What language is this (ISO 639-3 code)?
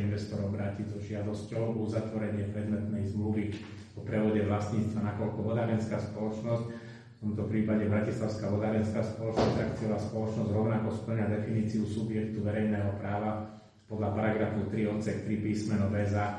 slk